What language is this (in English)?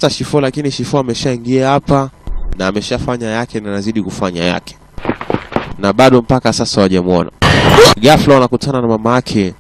Swahili